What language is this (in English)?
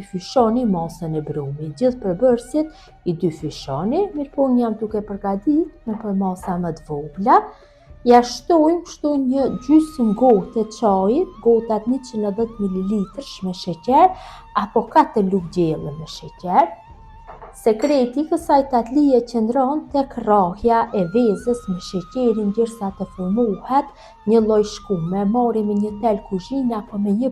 Albanian